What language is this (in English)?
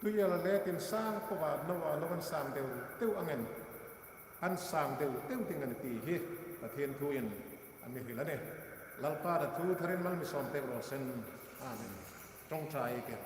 Hmar